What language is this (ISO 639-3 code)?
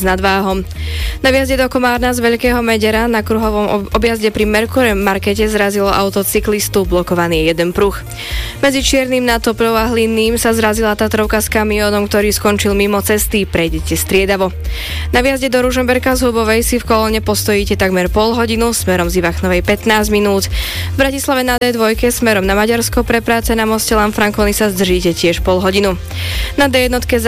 slk